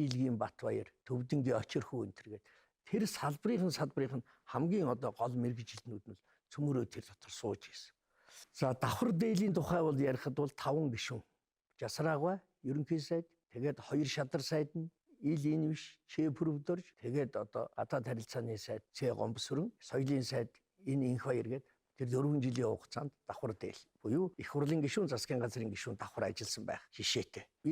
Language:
Mongolian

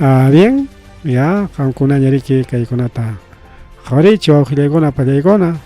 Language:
Ayacucho Quechua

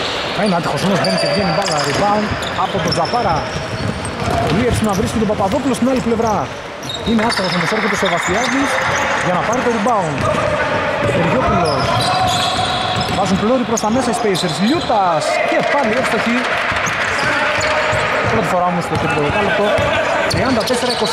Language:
Greek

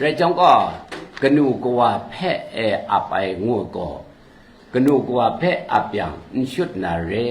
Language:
Kachin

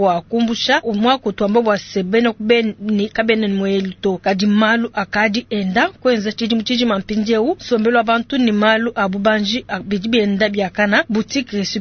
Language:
Luba-Lulua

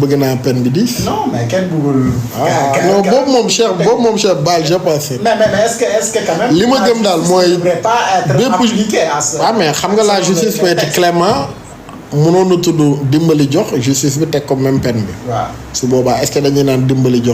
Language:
Wolof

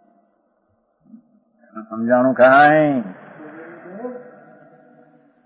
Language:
Gujarati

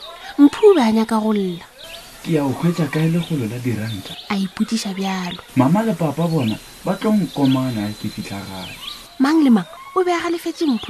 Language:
Northern Sotho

